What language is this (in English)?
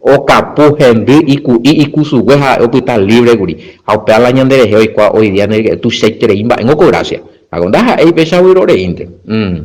Guarani